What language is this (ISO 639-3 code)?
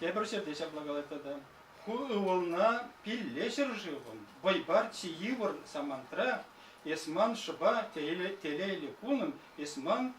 chv